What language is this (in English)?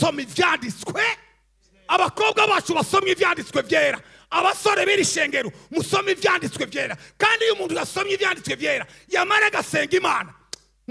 Rundi